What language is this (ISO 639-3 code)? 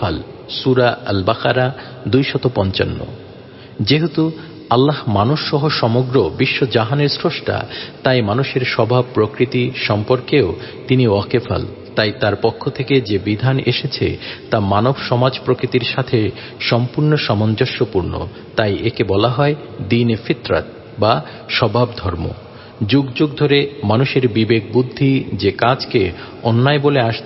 ben